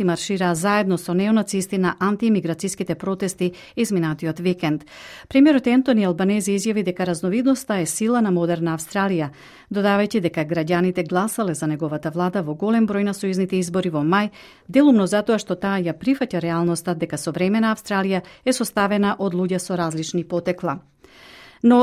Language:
Macedonian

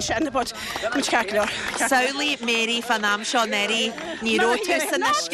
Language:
Irish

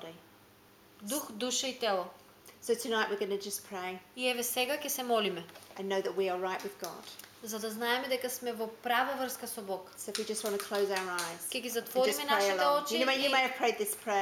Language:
Macedonian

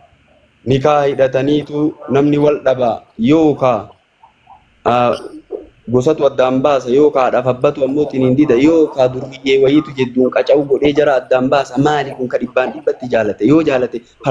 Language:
Oromo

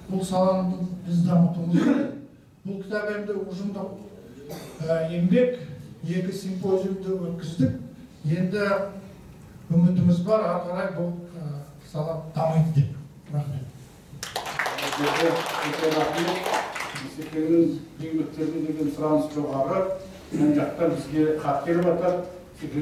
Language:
Kazakh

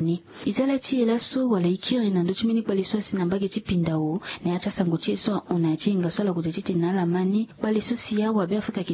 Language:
Sango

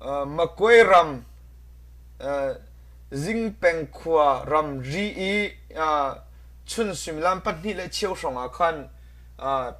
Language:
Hakha Chin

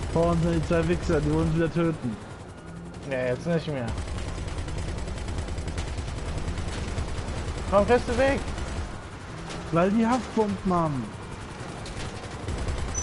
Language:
German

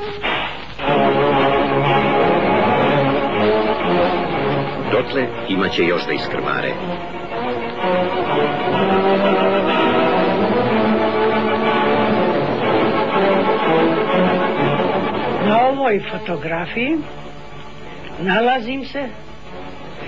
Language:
Serbian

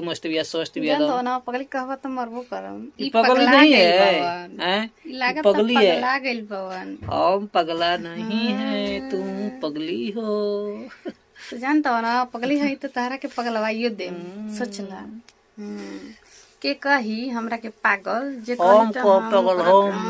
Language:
Bhojpuri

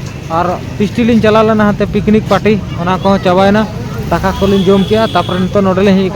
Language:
Santali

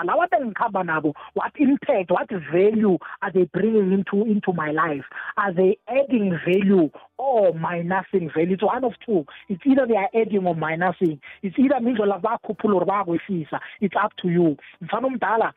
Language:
South Ndebele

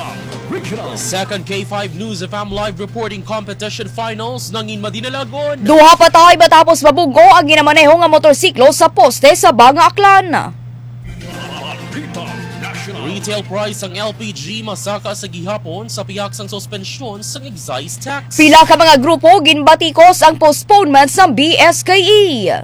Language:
Hiligaynon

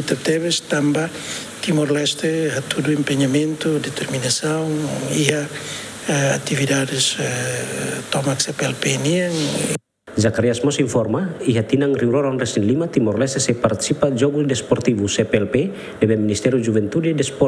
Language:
Tetum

